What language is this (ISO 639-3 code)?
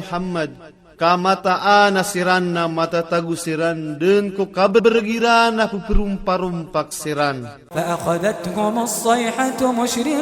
mrw